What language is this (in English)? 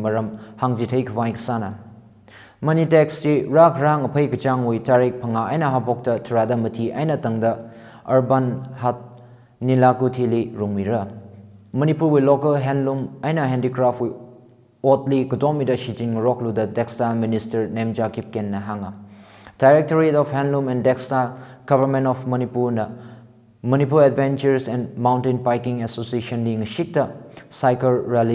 Tangkhul Naga (India)